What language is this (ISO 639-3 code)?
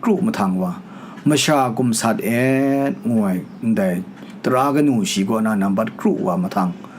kac